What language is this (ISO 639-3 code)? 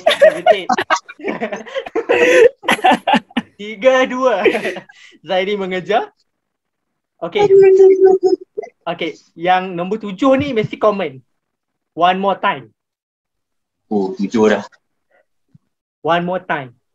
msa